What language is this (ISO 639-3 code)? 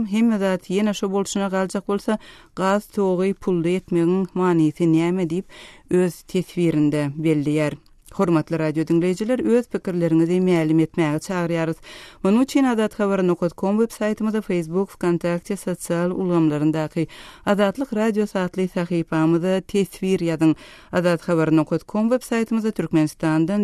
tuk